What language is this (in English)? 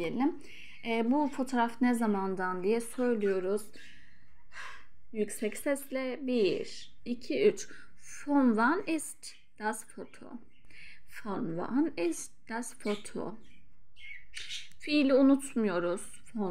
Turkish